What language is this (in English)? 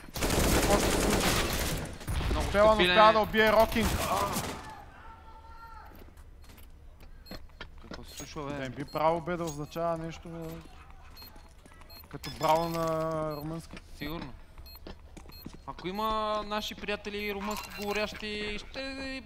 Bulgarian